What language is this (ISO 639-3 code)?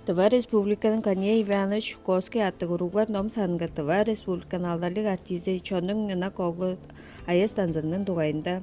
tyv